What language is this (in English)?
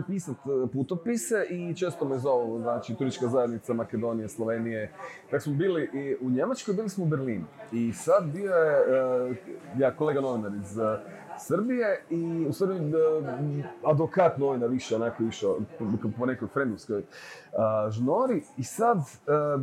Croatian